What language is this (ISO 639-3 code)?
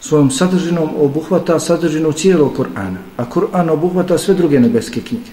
bos